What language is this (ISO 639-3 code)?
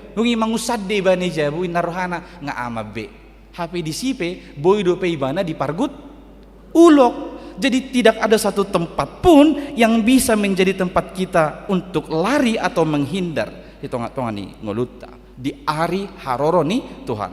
bbc